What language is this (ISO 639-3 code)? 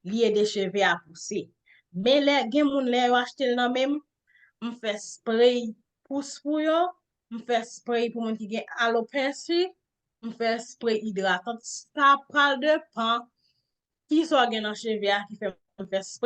hat